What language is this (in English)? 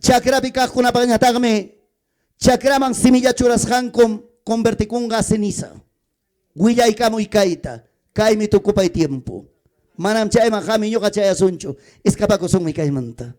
Ayacucho Quechua